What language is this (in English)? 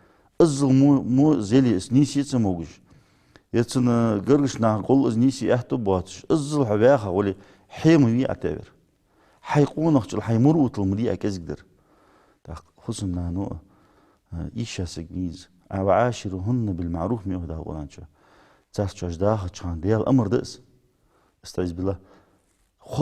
Ingush